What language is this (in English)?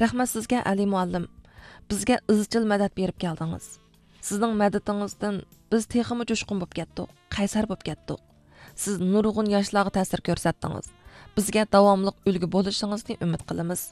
Uyghur